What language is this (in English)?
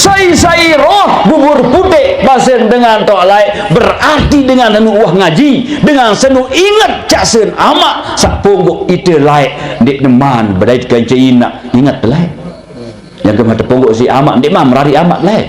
Sasak